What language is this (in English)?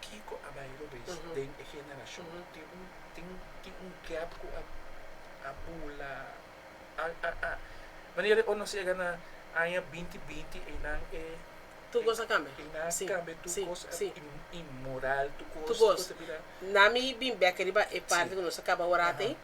Papiamento